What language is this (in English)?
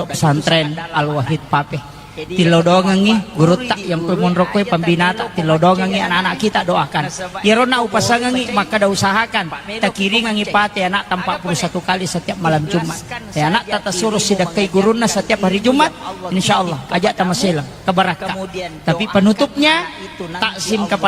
Buginese